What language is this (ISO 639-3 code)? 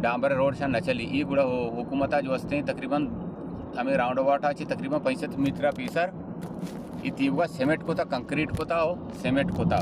bal